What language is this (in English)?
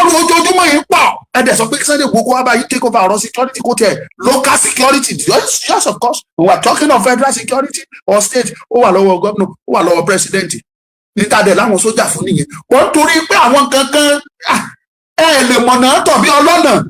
Yoruba